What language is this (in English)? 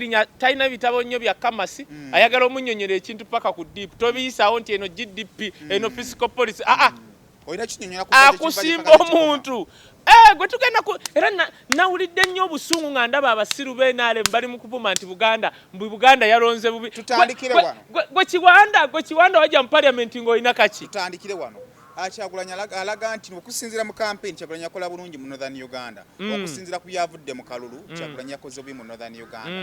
Ganda